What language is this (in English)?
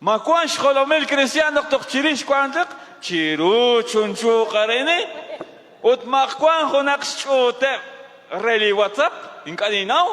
Kekchí